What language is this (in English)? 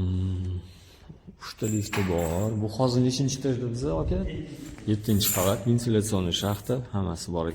Uzbek